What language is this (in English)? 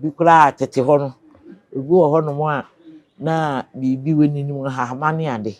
Akan